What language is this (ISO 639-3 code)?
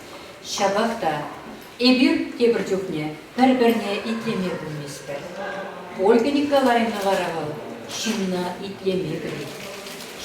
chv